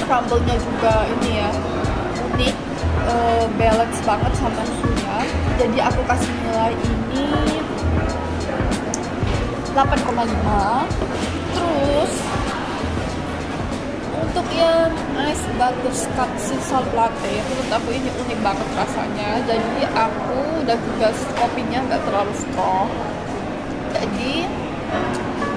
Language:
Indonesian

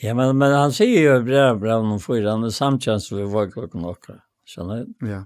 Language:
Faroese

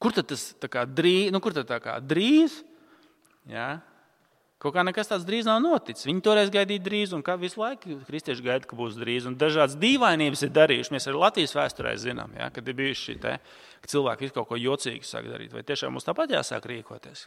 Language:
Latvian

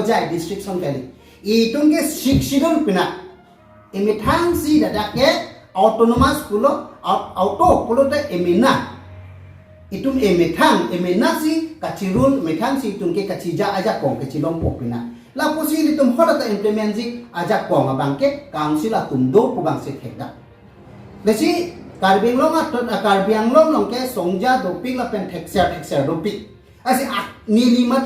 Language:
Karbi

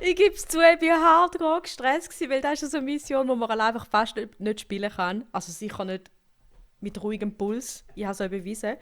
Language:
Swiss German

